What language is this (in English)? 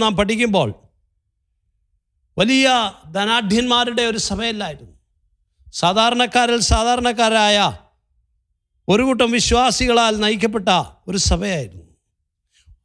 Malayalam